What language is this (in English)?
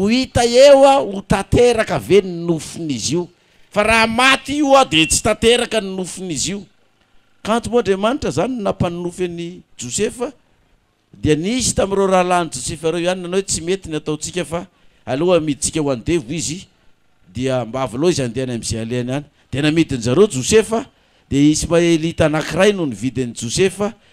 Malagasy